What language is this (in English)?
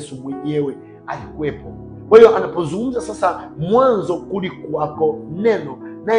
Swahili